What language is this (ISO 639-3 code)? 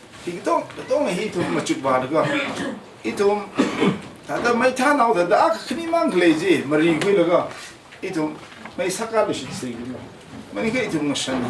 nmf